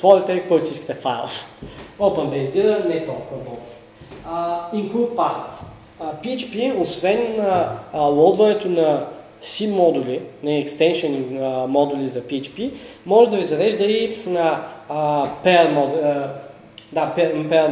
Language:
Bulgarian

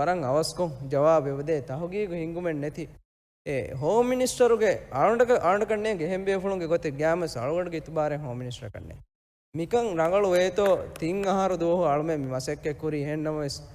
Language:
Divehi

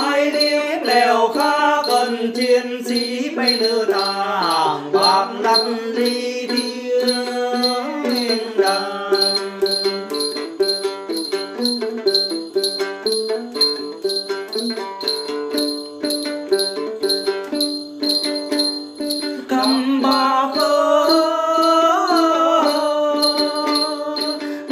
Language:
Vietnamese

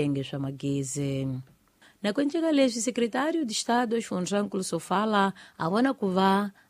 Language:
Tsonga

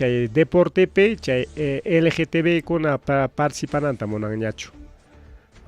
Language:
Ayacucho Quechua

